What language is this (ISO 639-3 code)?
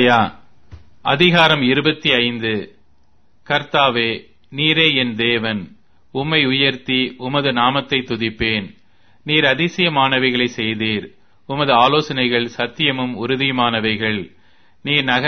tam